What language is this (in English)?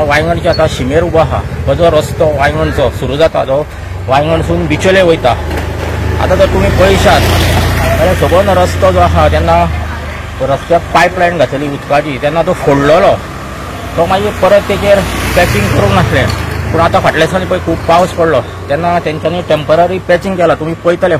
Konkani